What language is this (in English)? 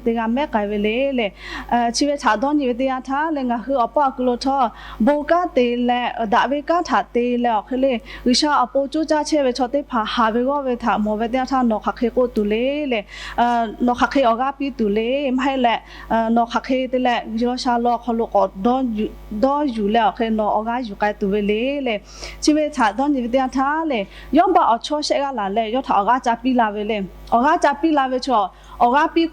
Lahu